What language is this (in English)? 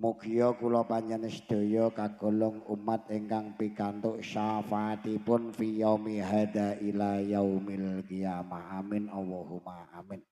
Javanese